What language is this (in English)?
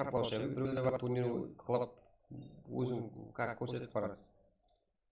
Kara-Kalpak